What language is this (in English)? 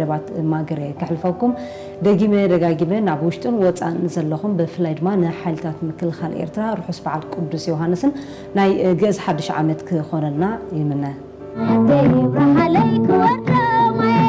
Tigrinya